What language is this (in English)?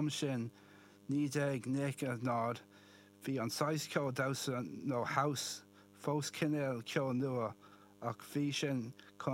Irish